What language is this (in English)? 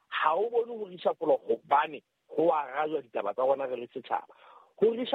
Southern Sotho